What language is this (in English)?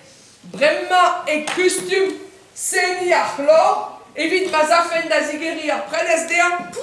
Breton